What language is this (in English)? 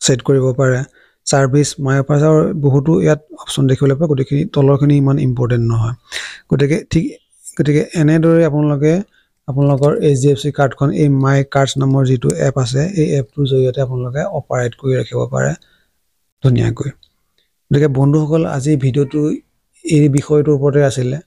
Assamese